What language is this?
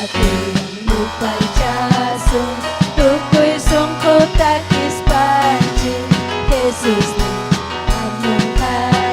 Ayacucho Quechua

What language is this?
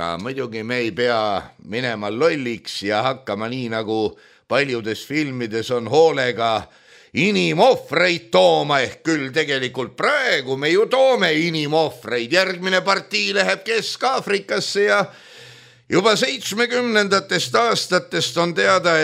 Estonian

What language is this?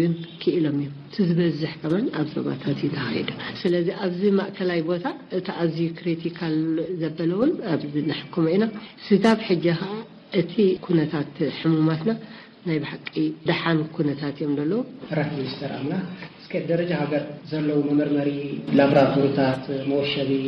Tigrinya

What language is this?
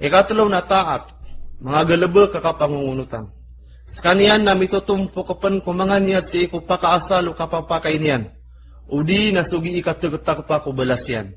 Maranao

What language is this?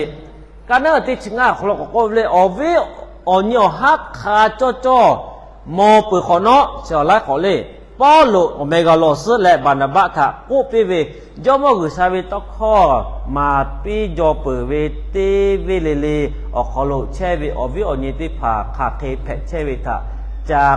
Lahu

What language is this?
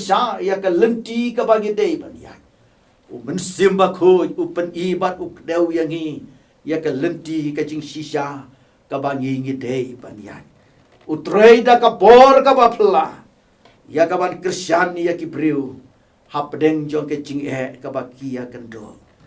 Khasi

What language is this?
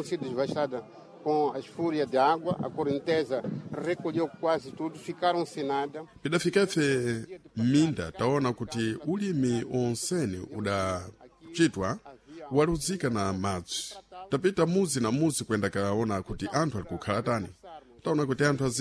Sena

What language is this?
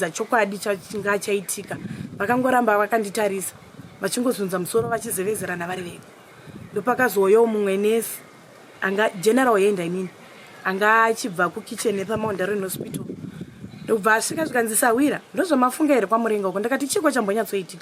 Shona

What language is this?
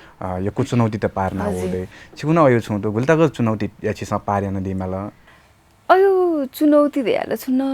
Newari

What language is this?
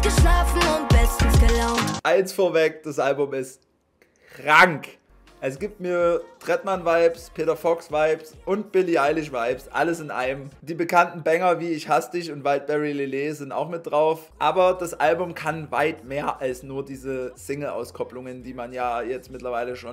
German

